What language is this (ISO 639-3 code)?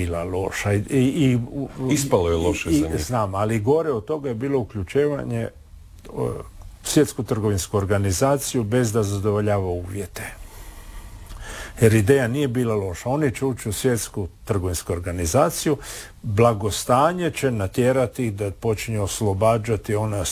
hrv